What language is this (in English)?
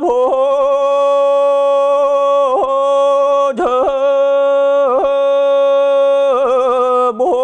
Yakut